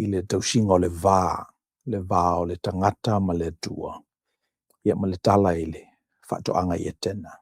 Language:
Samoan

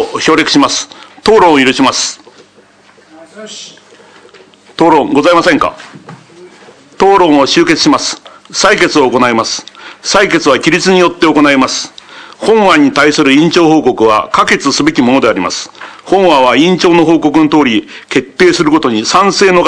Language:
Japanese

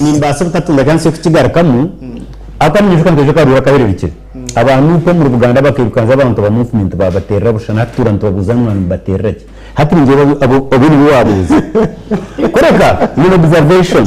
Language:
Nyankole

